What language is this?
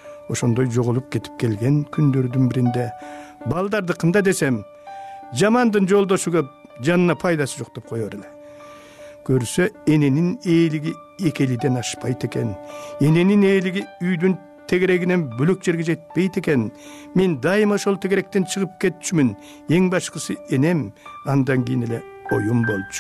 Kyrgyz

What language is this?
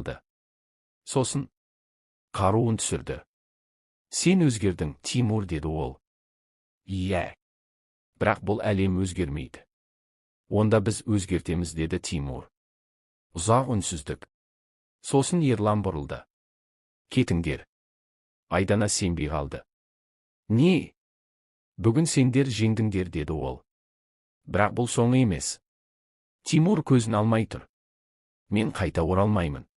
Kazakh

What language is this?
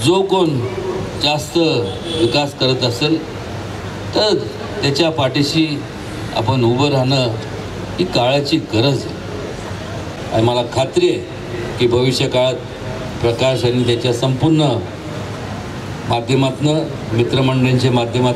Marathi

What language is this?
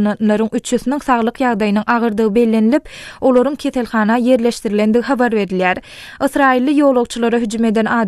Turkmen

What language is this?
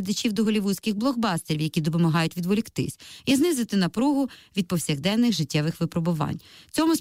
Ukrainian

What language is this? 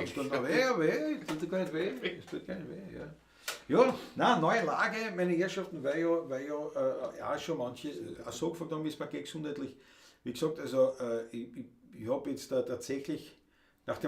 Bavarian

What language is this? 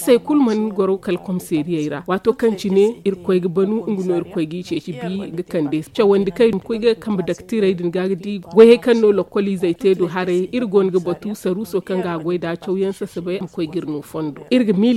Zarma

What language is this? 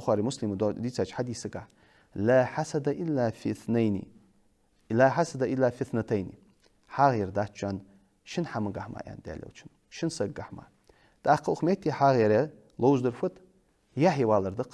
Ingush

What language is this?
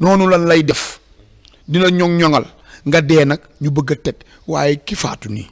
Wolof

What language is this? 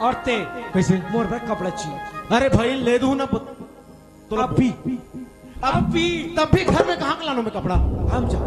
Chhattisgarhi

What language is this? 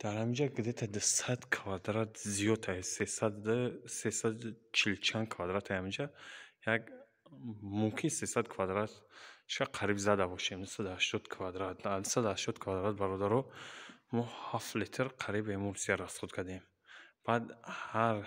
Tajik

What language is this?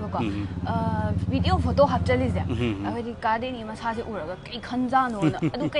Manipuri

